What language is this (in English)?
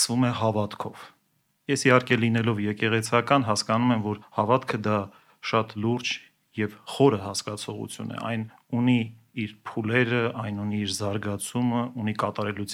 Armenian